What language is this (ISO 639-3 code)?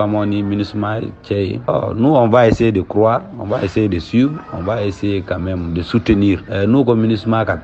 bam